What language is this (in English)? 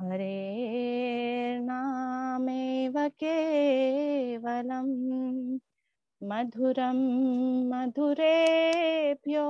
Sanskrit